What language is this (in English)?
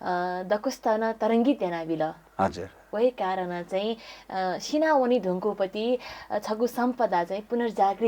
Newari